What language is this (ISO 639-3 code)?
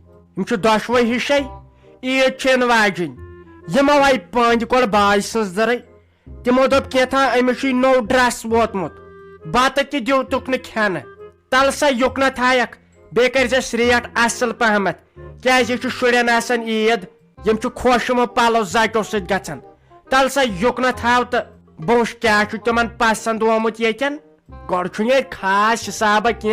kas